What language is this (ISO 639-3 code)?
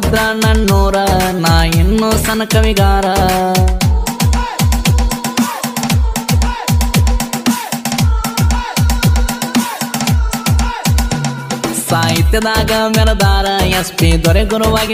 kan